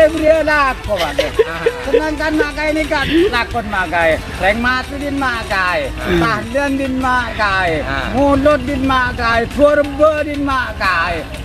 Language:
Madurese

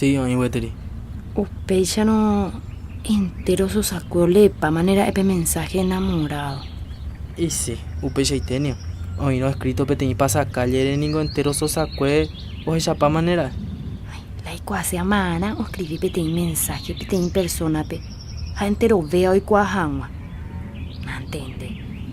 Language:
Guarani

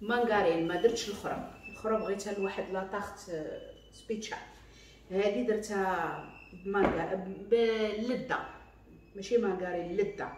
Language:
Moroccan Arabic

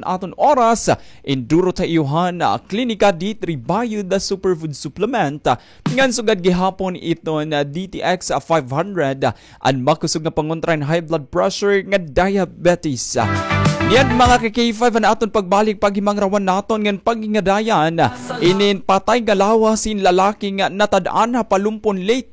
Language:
Waray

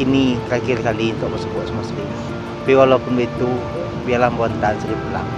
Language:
Minangkabau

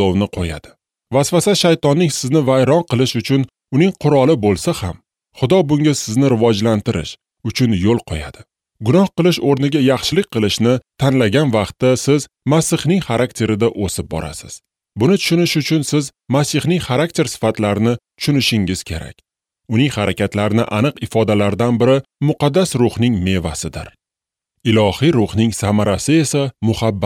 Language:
Uzbek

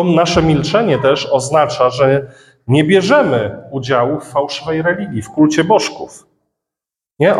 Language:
Polish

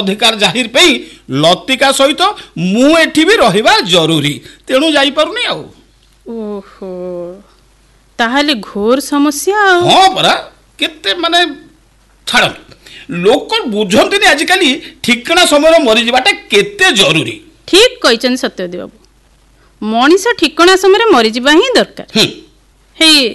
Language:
Odia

